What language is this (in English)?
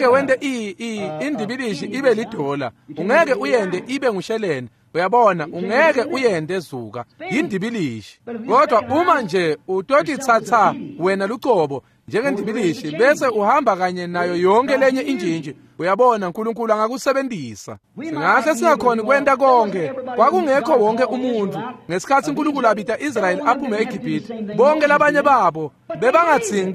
Swati